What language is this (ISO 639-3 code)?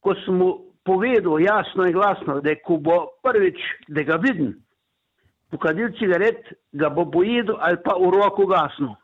slv